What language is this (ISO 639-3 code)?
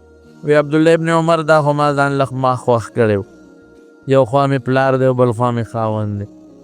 pus